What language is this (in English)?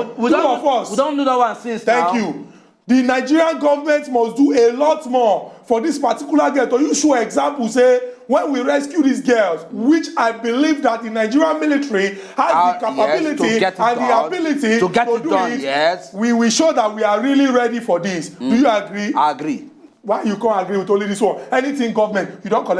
Nigerian Pidgin